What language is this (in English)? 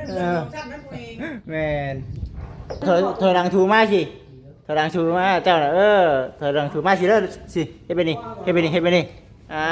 Lao